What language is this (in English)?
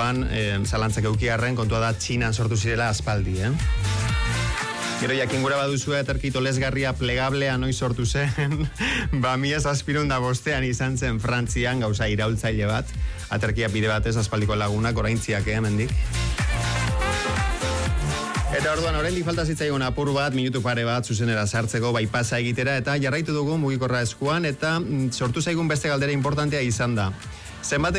Basque